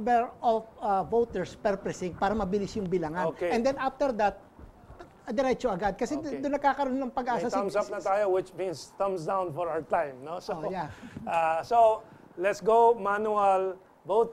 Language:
Filipino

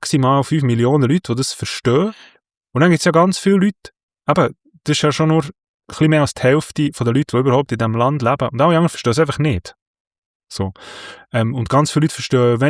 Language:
Swiss German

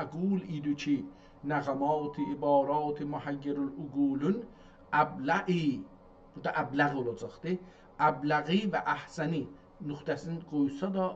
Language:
South Azerbaijani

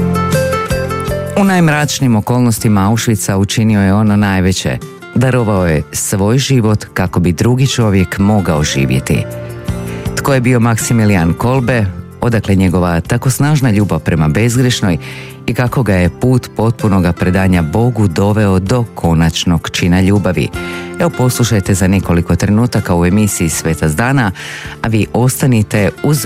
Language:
Croatian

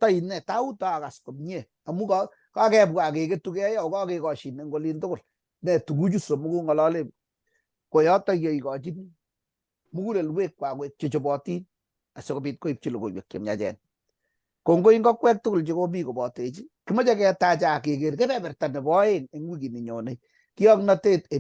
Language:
Kalenjin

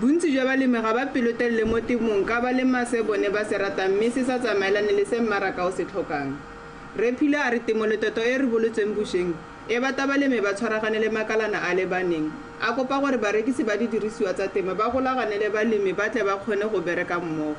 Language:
Tswana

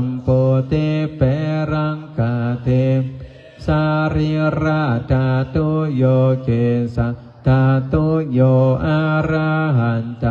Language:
Pali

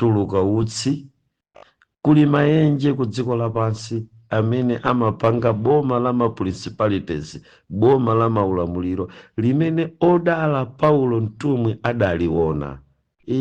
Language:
Nyanja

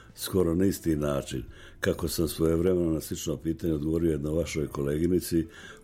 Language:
Serbian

